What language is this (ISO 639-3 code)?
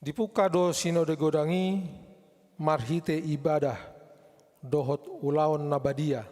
bbc